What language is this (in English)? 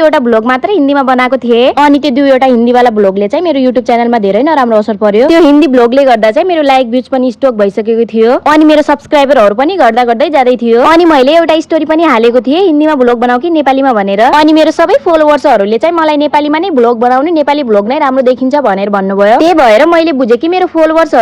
Nepali